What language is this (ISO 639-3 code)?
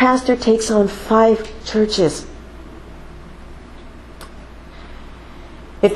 jpn